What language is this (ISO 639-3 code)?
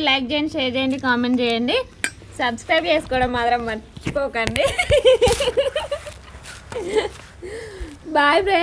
tel